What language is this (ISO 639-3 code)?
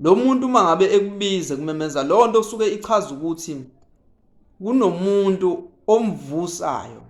zul